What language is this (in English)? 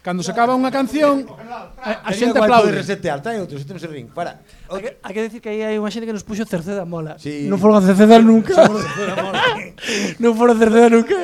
Galician